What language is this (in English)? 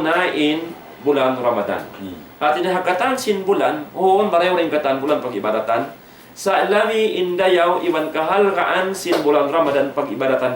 Tausug